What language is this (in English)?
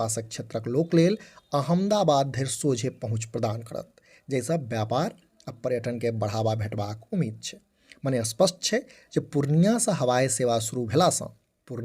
Maithili